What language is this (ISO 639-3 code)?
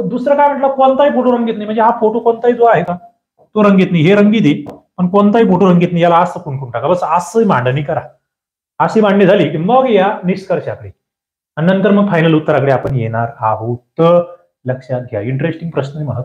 mar